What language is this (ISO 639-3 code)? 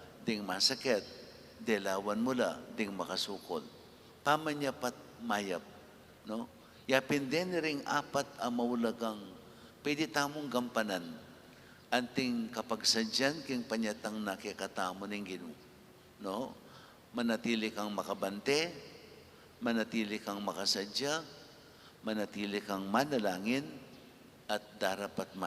pam